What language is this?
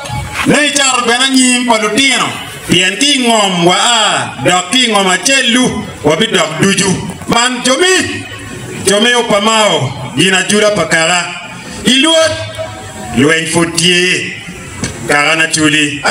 Acoli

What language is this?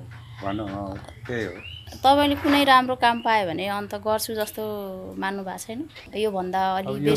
Nepali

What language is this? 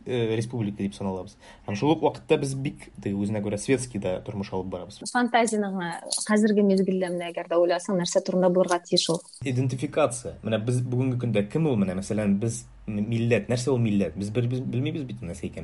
Tatar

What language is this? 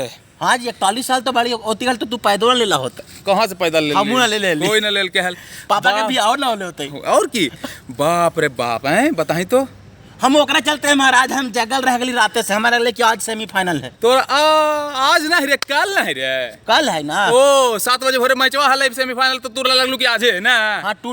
Magahi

